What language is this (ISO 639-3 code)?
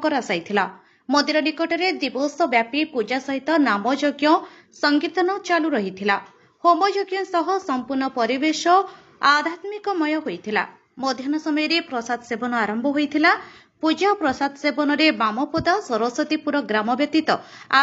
ori